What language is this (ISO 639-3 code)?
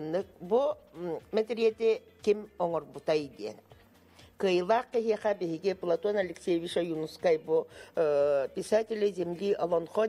sah